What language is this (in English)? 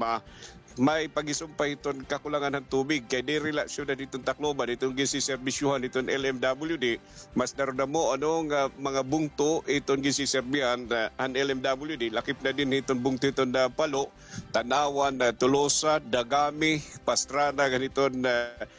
Waray